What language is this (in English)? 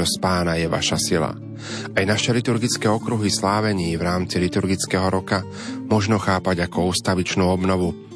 Slovak